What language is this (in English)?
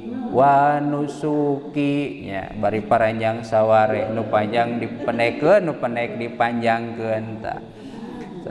Sundanese